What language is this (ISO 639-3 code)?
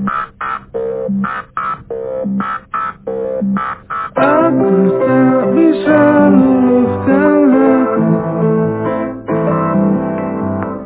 ind